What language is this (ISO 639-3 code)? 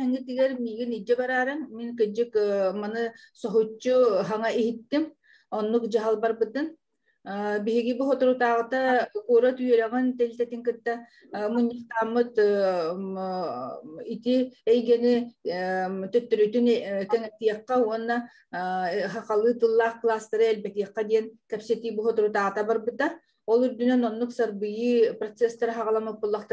sah